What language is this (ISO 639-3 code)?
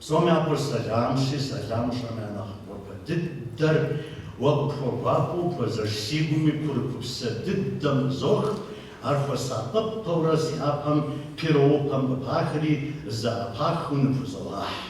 kbd